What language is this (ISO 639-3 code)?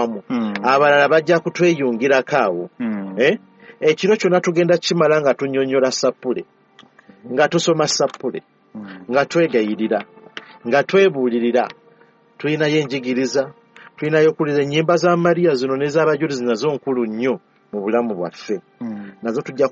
lug